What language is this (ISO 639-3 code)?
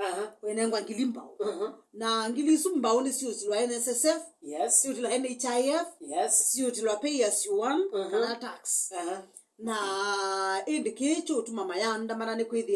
kam